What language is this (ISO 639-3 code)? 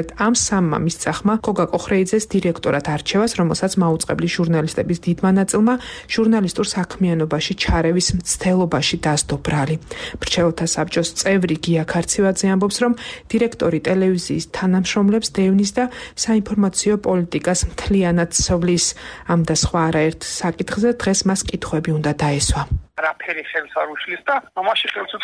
kat